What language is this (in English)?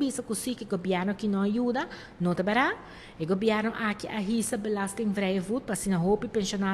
Papiamento